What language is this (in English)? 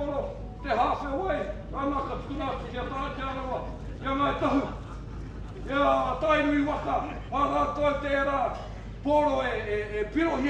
Māori